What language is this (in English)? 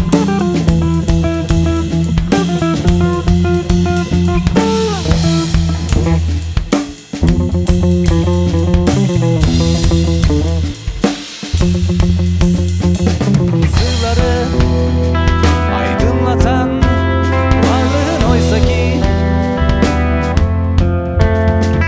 Turkish